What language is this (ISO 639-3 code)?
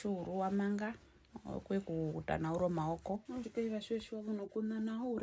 her